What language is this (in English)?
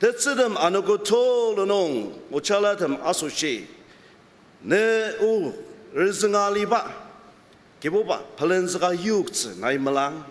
Ao Naga